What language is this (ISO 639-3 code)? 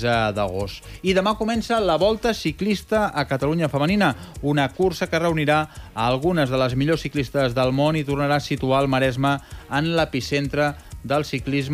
cat